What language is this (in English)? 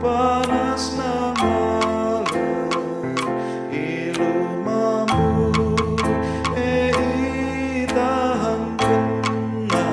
Batak Karo